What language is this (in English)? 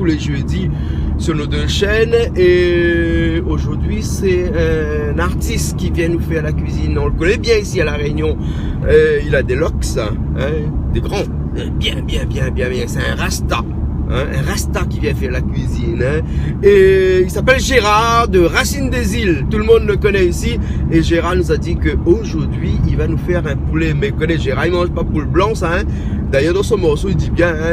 Réunion Creole French